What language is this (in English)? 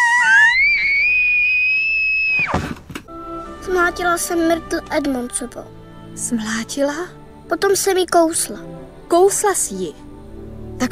Czech